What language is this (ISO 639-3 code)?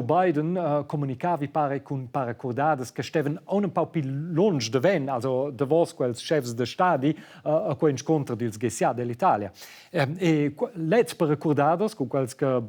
roh